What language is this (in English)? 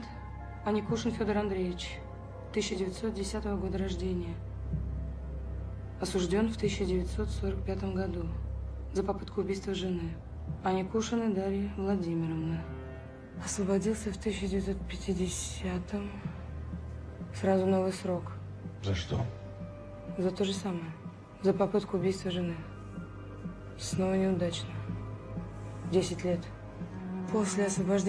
Russian